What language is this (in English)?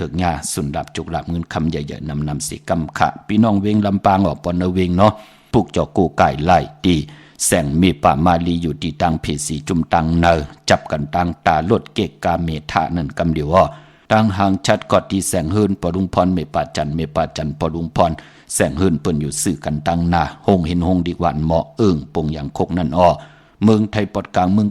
Shan